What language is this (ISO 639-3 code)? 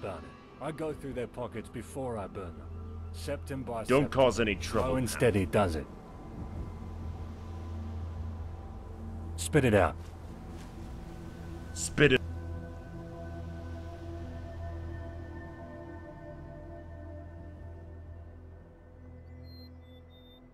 eng